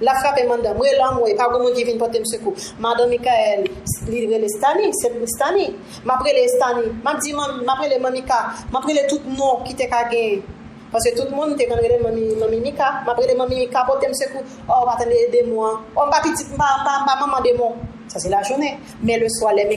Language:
Haitian Creole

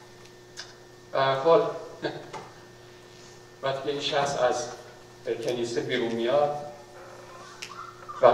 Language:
Persian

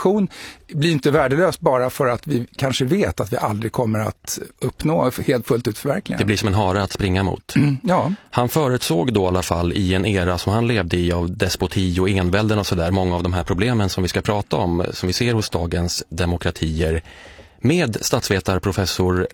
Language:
Swedish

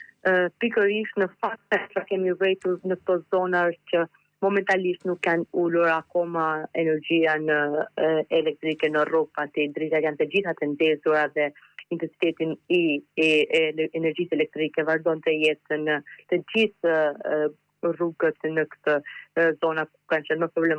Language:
Albanian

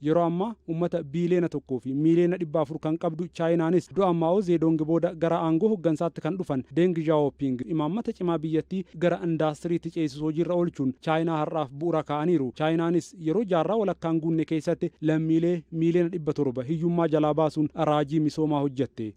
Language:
Oromo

